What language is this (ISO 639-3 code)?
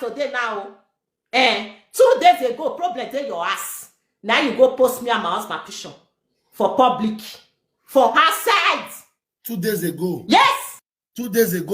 pcm